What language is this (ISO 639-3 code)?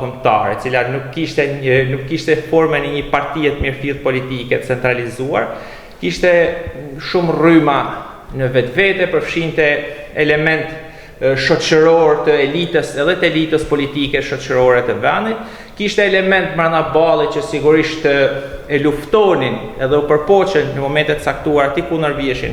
sqi